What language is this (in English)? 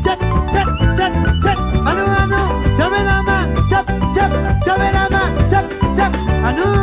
Réunion Creole French